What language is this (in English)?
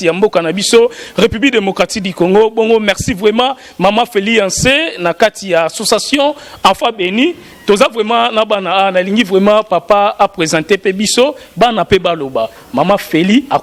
Lingala